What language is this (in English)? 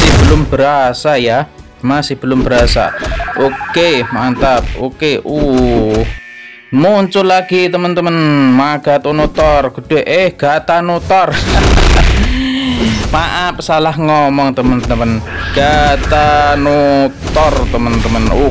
Indonesian